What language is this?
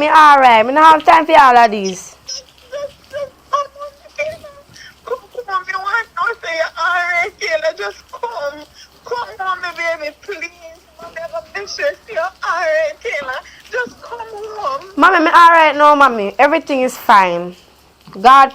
Jamaican Creole English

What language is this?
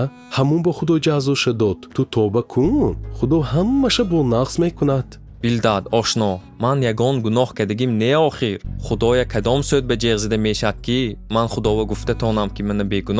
Tajik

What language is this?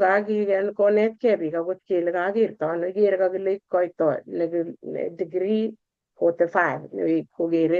Kalenjin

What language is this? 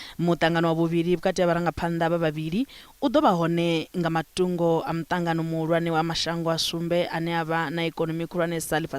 Venda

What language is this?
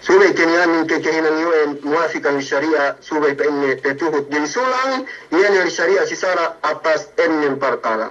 Yakan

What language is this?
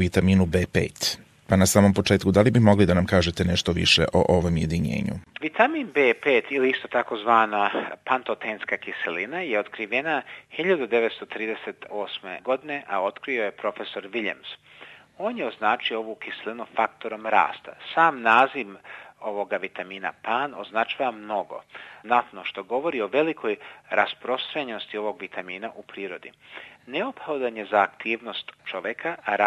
Serbian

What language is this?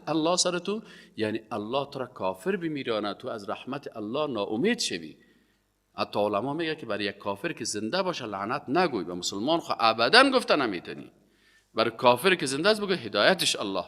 Persian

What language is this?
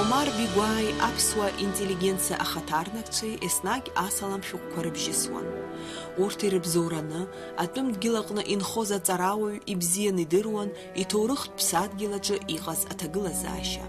Abkhazian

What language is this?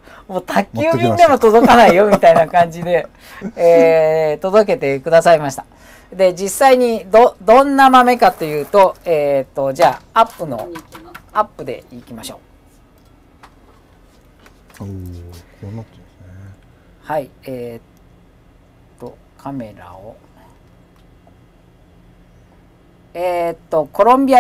Japanese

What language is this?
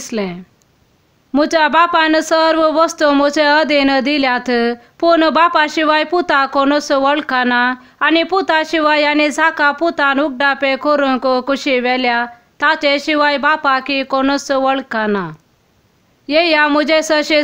Konkani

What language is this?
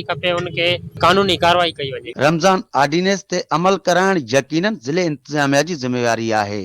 Sindhi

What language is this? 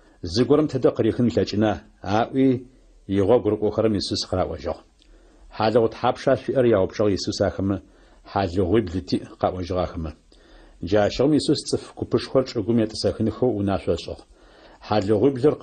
Adyghe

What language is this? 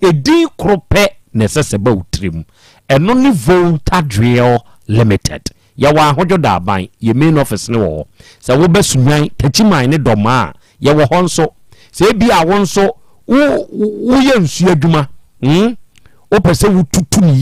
Akan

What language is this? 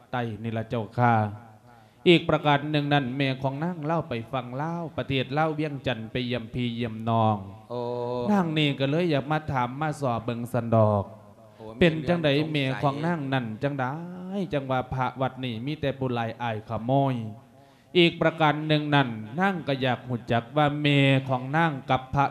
Lao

